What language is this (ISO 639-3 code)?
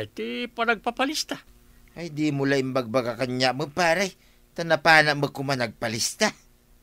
ilo